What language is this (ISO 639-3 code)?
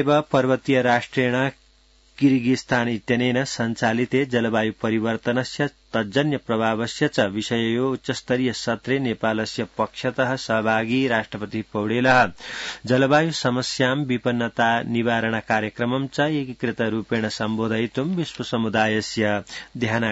san